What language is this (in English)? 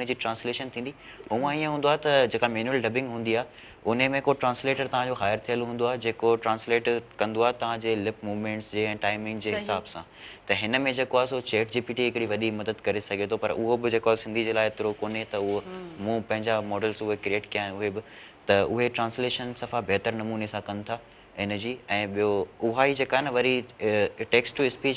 Sindhi